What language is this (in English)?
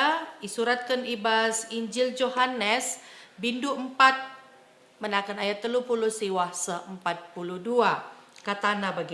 Batak Karo